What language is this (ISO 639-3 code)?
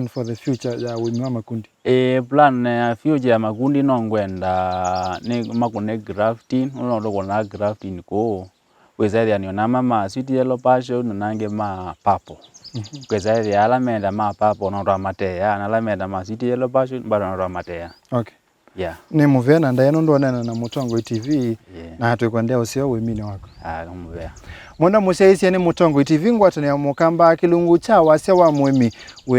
kam